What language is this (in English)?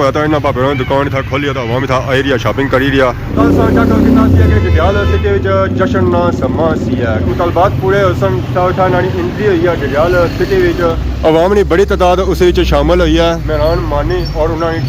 Pahari-Potwari